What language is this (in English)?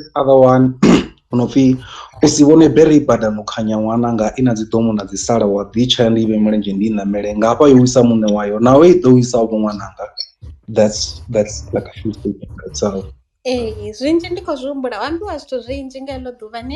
Venda